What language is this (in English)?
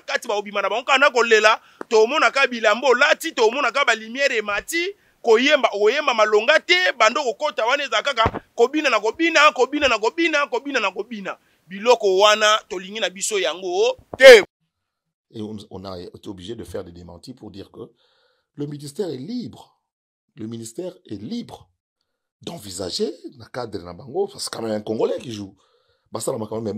Lingala